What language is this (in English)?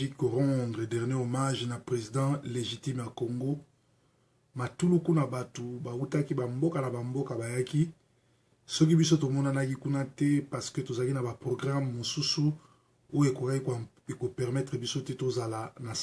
Lingala